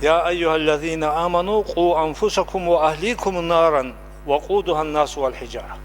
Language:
Avaric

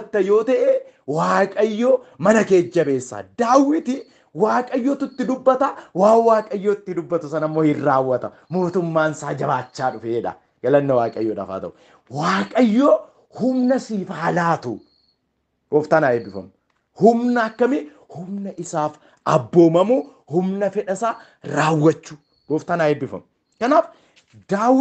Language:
Oromo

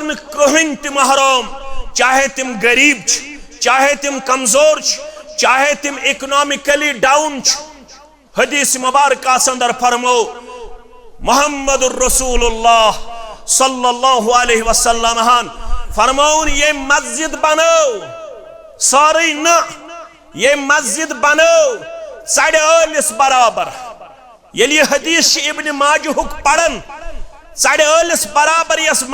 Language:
Kashmiri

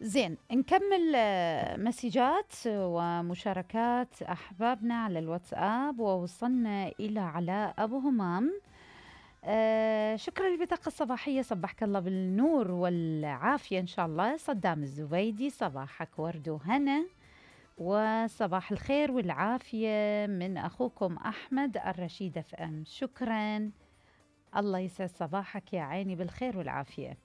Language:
Mesopotamian Arabic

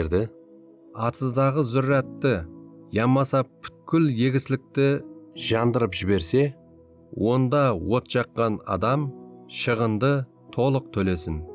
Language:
Kara-Kalpak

